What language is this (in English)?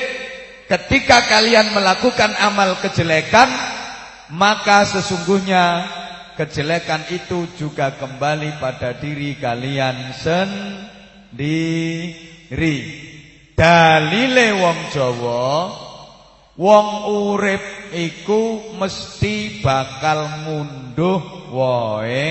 Javanese